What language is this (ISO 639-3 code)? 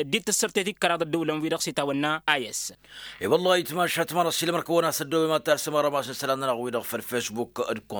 taq